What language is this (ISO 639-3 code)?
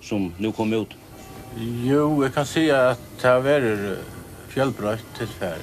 fao